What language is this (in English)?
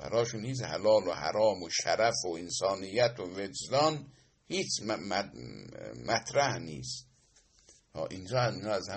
Persian